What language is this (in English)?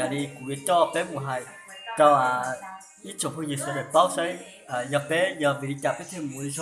Hmong